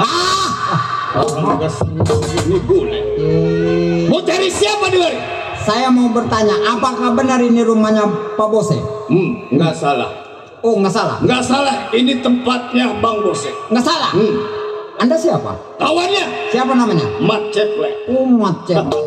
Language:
Betawi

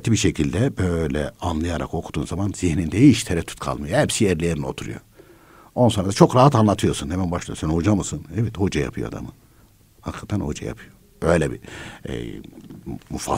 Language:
Turkish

